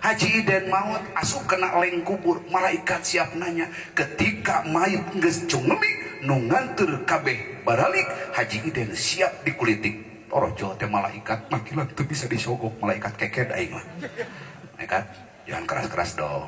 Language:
Sundanese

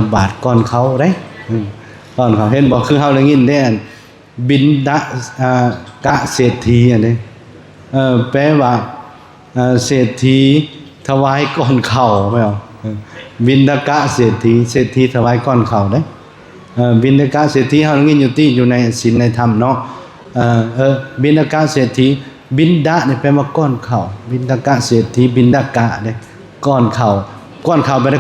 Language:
Lao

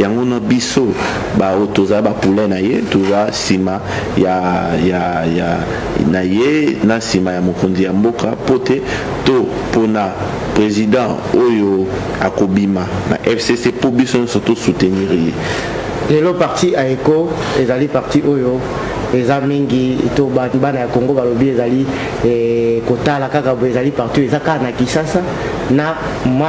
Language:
Lingala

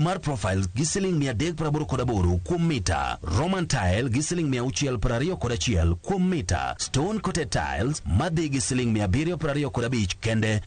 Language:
Luo (Kenya and Tanzania)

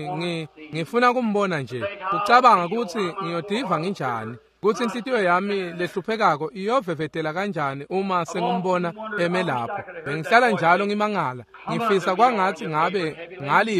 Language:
Swati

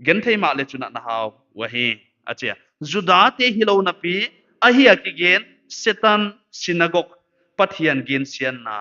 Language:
Paite Chin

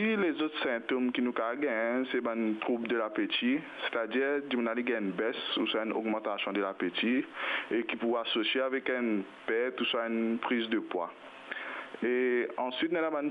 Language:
Morisyen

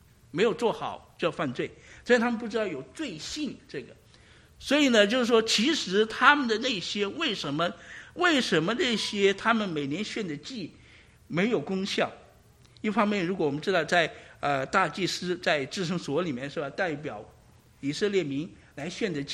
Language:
Chinese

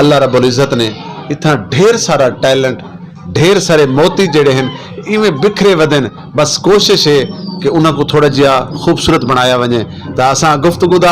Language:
Saraiki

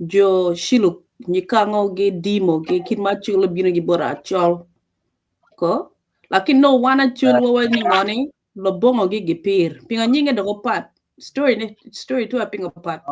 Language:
Acoli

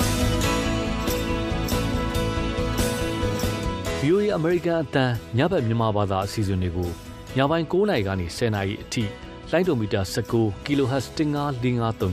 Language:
Burmese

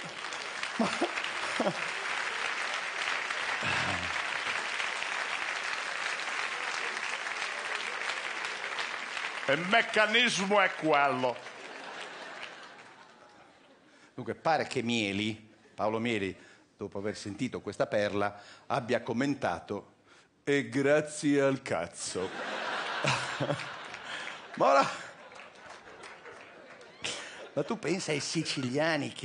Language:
Italian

